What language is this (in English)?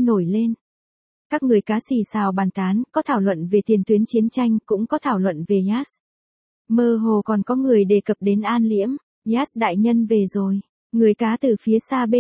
Vietnamese